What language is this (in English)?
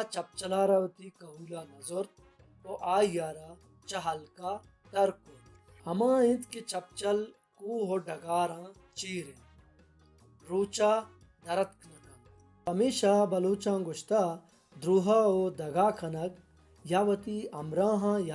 Baluchi